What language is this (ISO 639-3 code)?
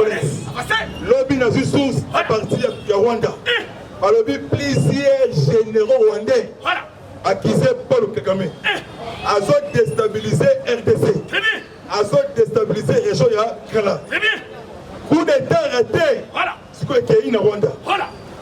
lin